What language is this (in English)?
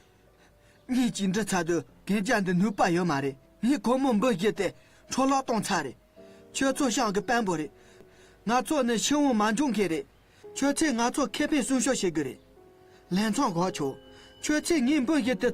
Tibetan